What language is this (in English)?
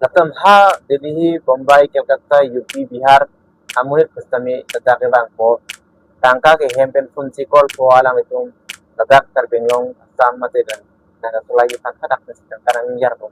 Karbi